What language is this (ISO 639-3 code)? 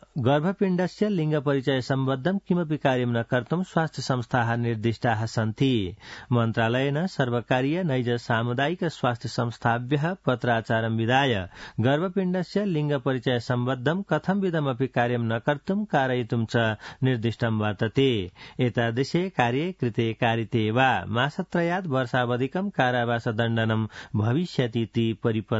san